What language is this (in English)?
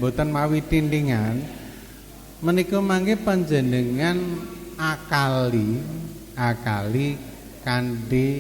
Javanese